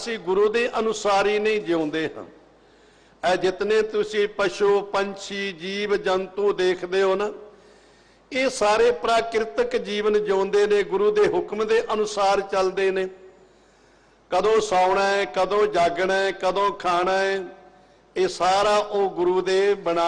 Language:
Punjabi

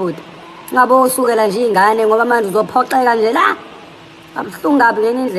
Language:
Zulu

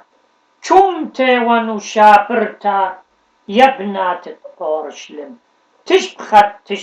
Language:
Assyrian Neo-Aramaic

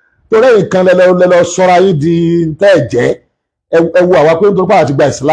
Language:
Yoruba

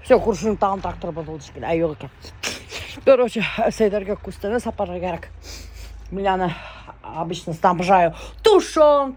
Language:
Bashkir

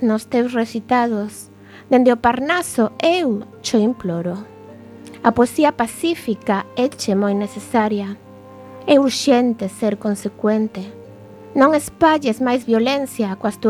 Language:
Galician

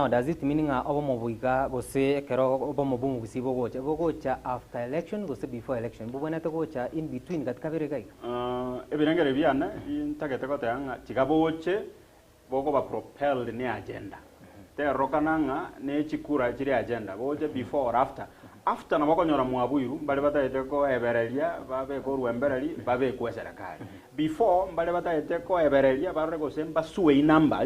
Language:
Gusii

